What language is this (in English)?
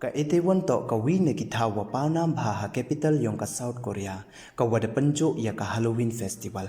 Pnar